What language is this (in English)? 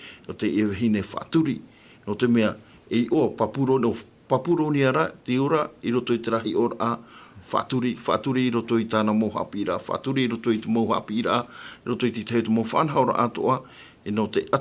Tahitian